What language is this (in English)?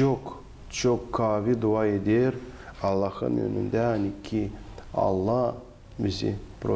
Gagauz